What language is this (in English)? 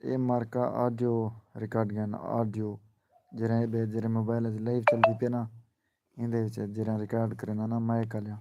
Saraiki